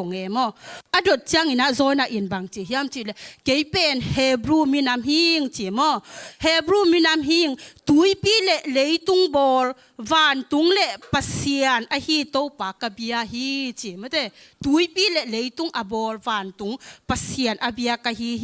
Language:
Tedim Chin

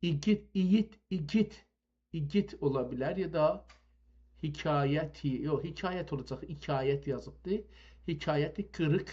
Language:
South Azerbaijani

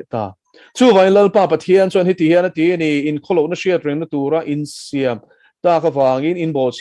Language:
Mizo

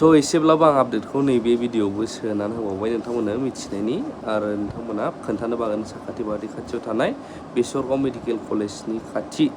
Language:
Bodo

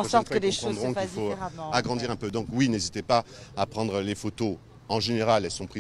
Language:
French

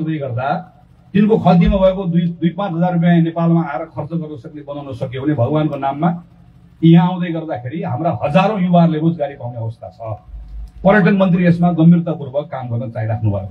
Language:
Nepali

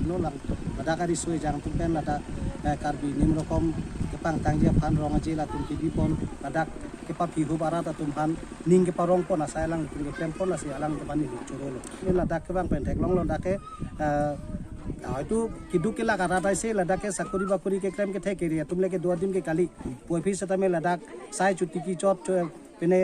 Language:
Karbi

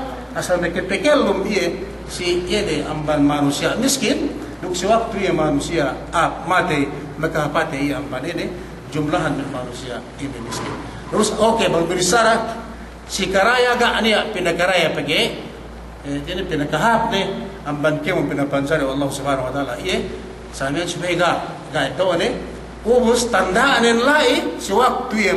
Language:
Yakan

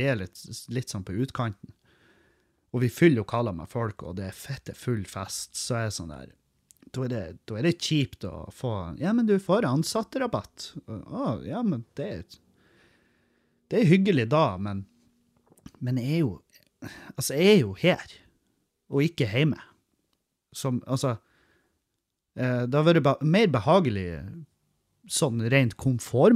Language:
Norwegian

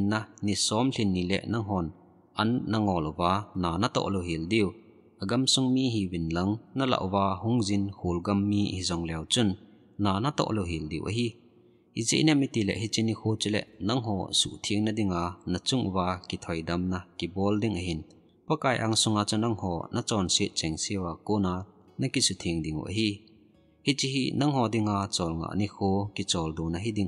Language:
Thado Chin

